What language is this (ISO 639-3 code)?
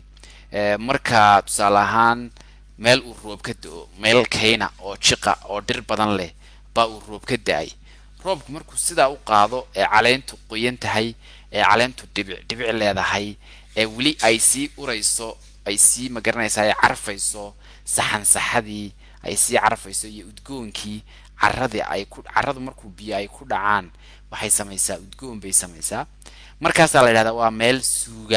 som